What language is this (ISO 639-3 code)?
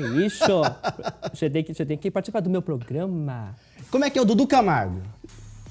por